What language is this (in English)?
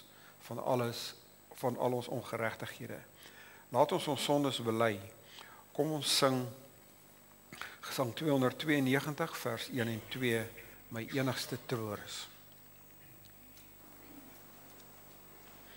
Afrikaans